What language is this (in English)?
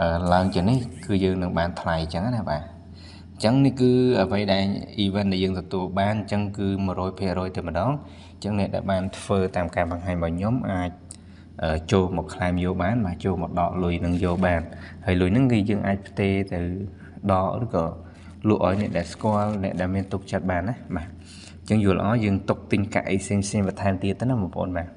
Khmer